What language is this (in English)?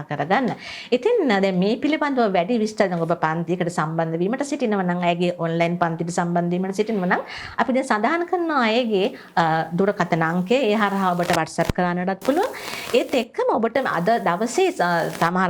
Sinhala